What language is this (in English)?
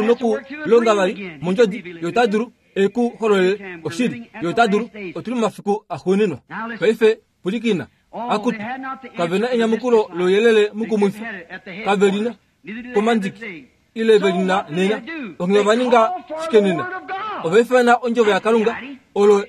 Kuanyama